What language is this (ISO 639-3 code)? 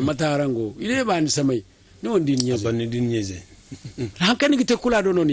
dje